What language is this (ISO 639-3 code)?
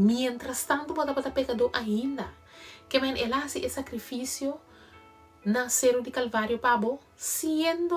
pap